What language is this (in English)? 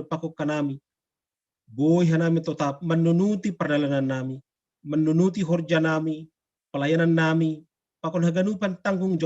Batak Simalungun